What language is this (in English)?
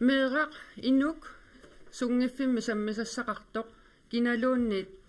Kalaallisut